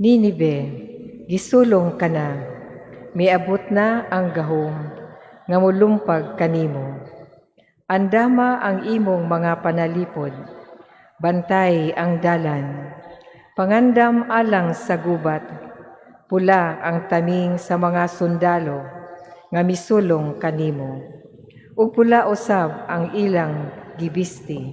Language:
Cebuano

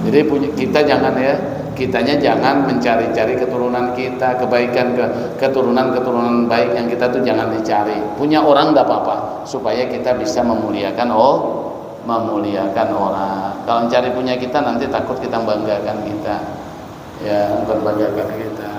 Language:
Banjar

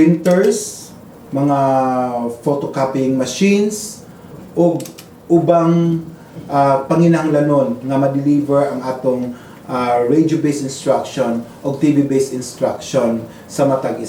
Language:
Cebuano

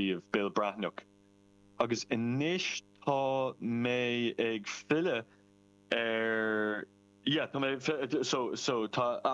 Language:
Irish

